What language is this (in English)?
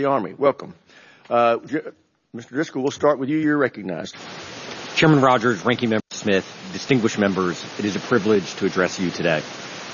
English